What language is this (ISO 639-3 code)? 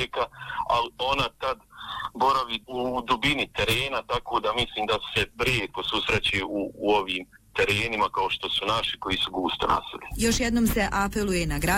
bos